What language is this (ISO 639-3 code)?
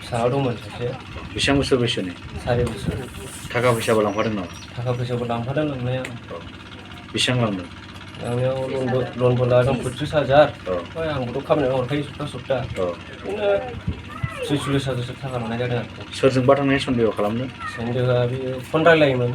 brx